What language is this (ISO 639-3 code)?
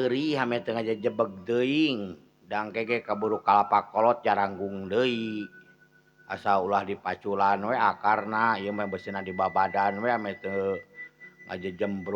sun